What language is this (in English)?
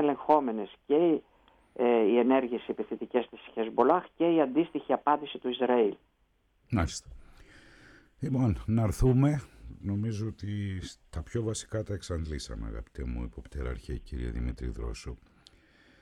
Greek